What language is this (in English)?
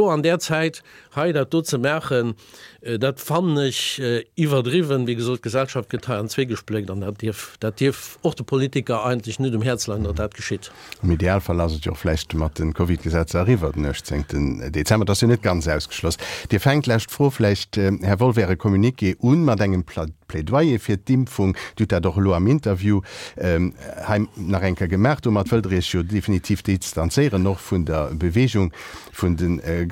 Luxembourgish